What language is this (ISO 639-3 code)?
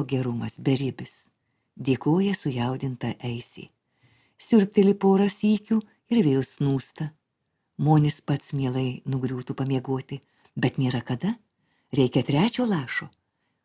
lit